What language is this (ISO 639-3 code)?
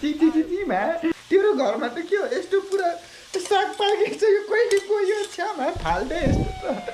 nep